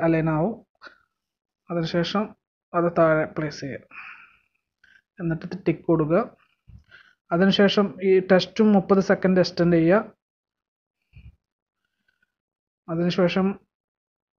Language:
Malayalam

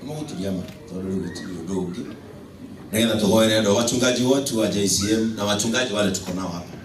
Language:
Kikuyu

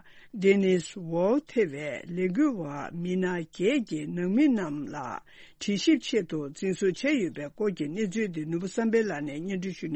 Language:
Tibetan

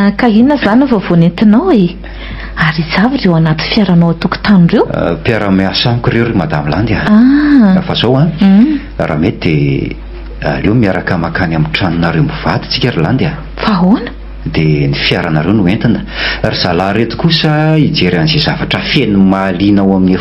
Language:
Malagasy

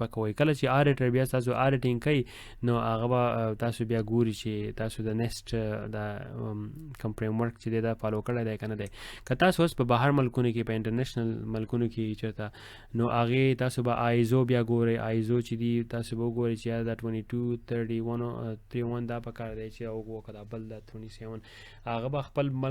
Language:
Pashto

